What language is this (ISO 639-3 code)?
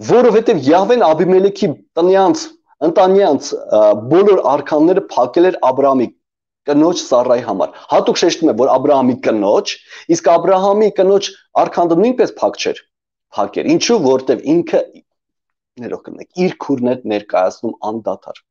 hye